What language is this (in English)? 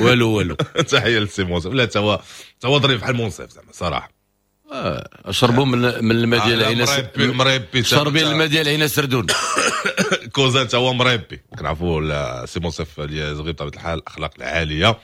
Moroccan Arabic